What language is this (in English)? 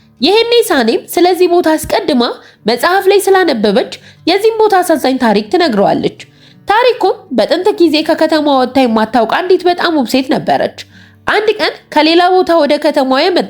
Amharic